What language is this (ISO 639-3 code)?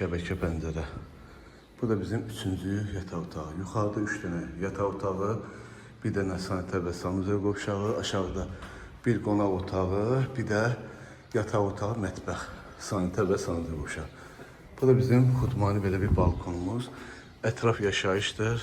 aze